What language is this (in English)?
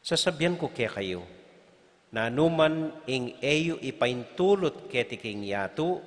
Pampanga